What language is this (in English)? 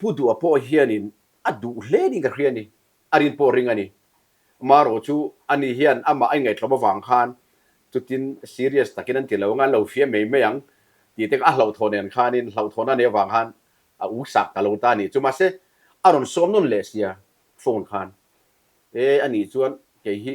Mizo